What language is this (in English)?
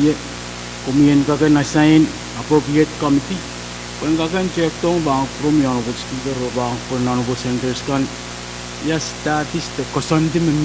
Pohnpeian